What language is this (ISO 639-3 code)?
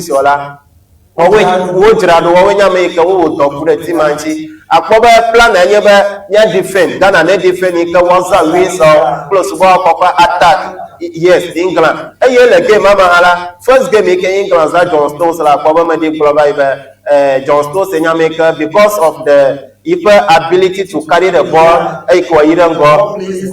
ewe